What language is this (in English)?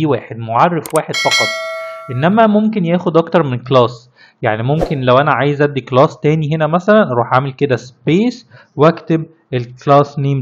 Egyptian Arabic